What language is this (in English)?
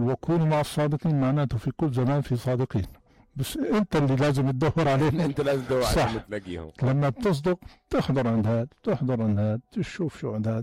North Levantine Arabic